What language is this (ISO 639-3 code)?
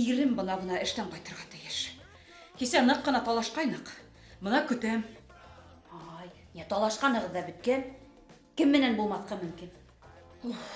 bak